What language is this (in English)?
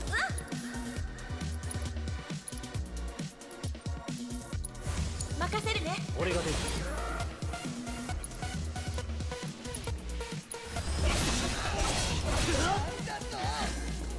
Japanese